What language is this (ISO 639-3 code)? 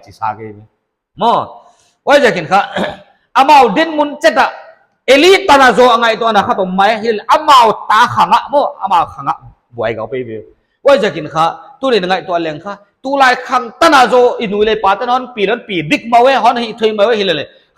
pck